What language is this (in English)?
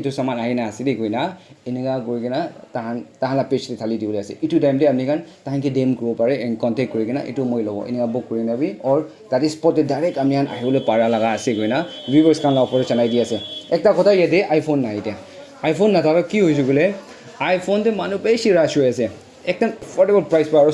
Naga Pidgin